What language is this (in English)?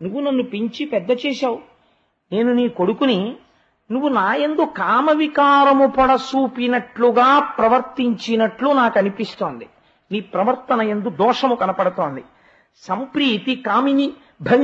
Telugu